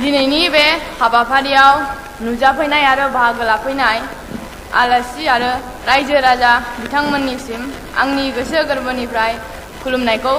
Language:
Bodo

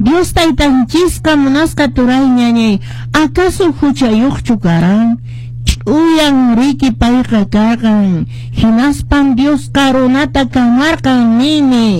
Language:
Quechua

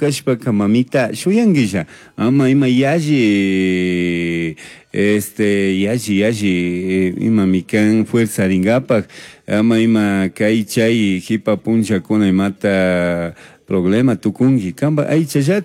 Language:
Chimborazo Highland Quichua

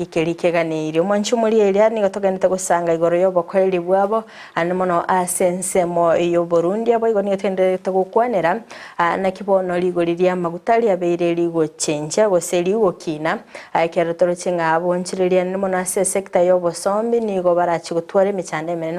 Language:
Gusii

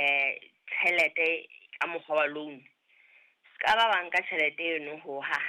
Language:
Southern Sotho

